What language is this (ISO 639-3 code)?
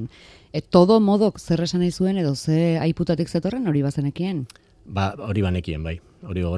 eus